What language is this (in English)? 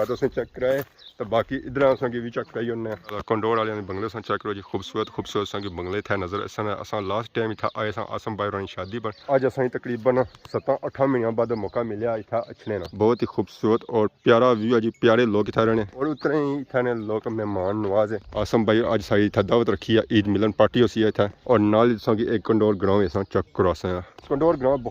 Pahari-Potwari